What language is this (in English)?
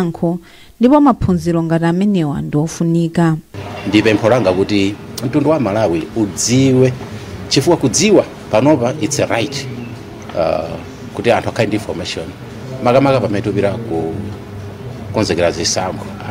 Nyanja